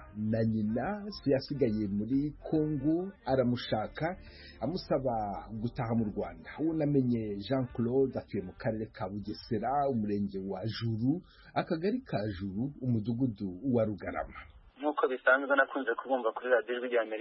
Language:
Kinyarwanda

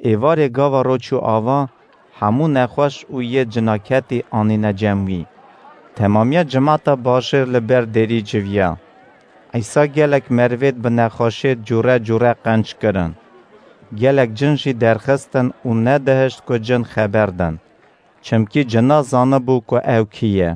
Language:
Kurdish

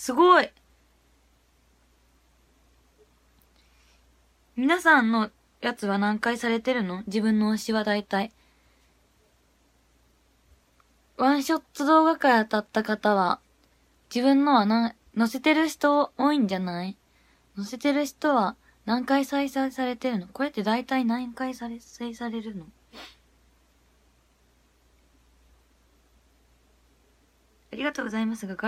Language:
Japanese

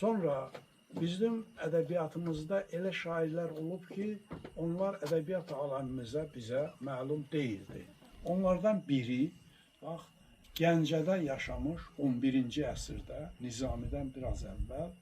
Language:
Azerbaijani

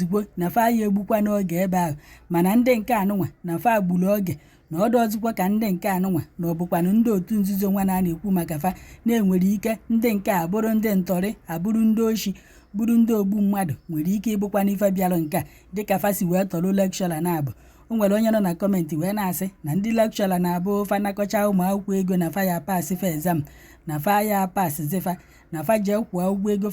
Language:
Igbo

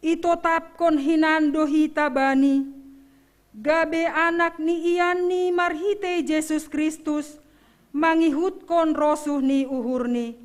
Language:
Batak Simalungun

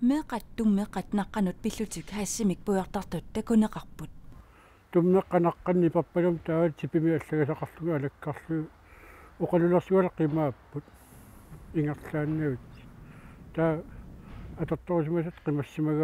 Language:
Kalaallisut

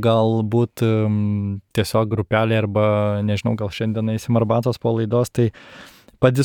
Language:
Lithuanian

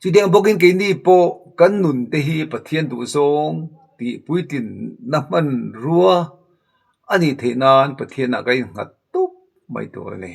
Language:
Mizo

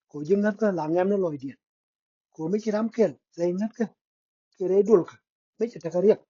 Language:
Nuer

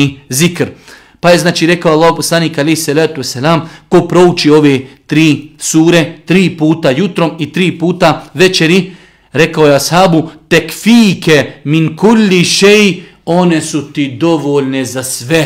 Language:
Bosnian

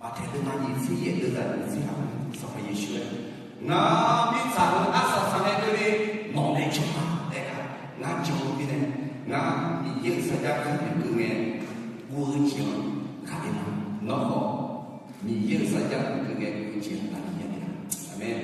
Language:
Akha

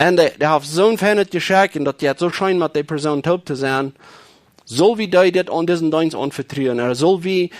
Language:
Plautdietsch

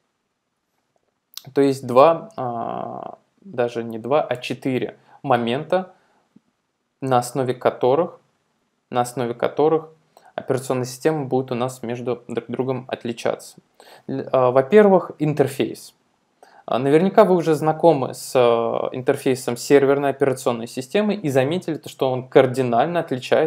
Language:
Russian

